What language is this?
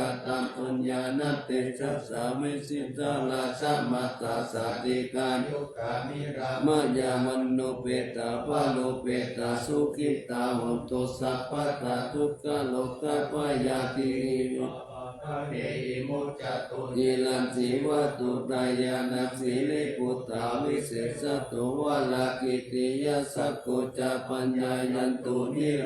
Pali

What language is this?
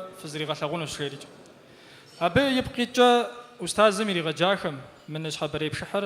Kabardian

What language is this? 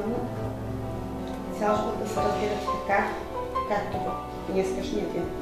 Bulgarian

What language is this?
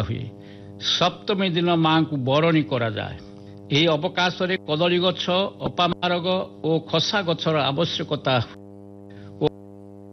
Odia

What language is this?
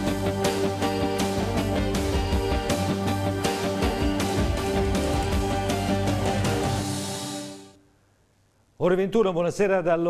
Italian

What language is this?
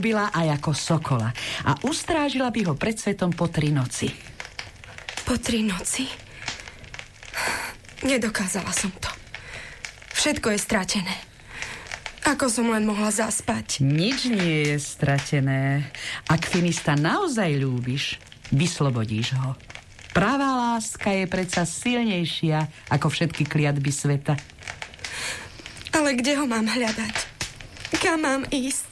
Slovak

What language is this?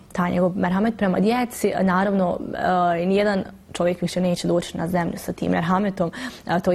Bosnian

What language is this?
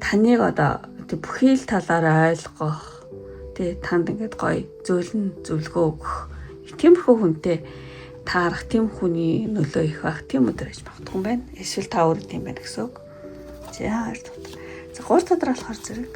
Mongolian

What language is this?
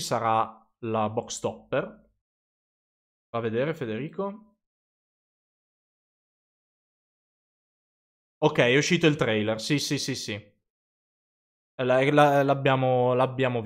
Italian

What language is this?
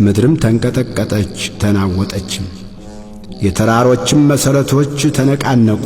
Amharic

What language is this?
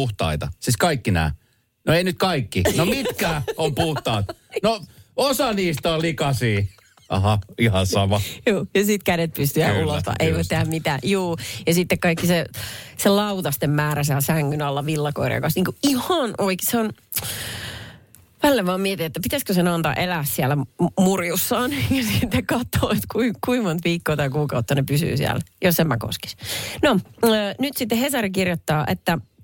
Finnish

